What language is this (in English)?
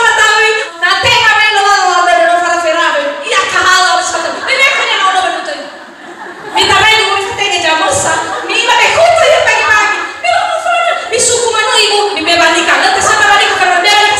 Nias